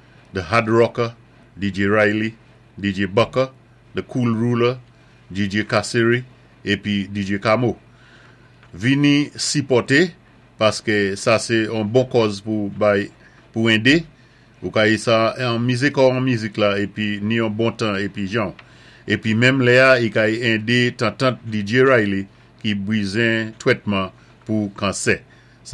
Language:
Saint Lucian Creole French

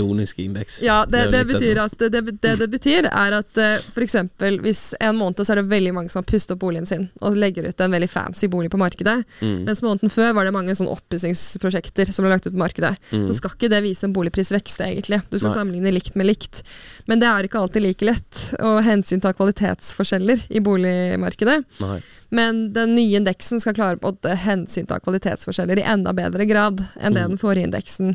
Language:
Norwegian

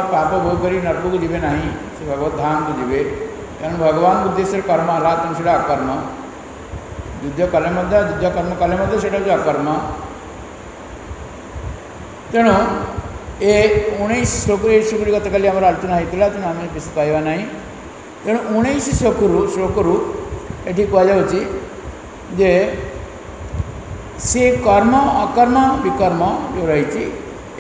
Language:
Odia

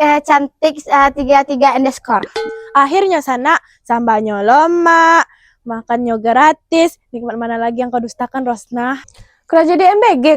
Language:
Minangkabau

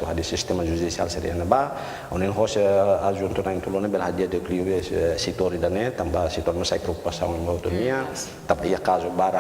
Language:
Tetum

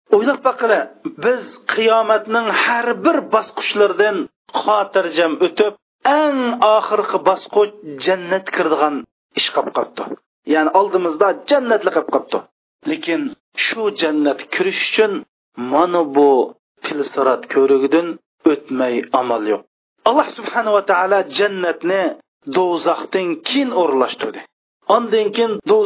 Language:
Uyghur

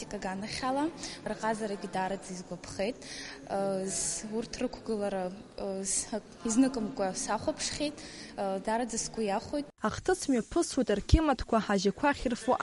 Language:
Abkhazian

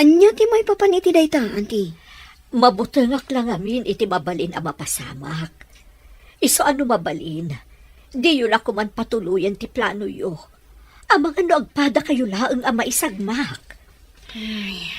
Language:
Iloko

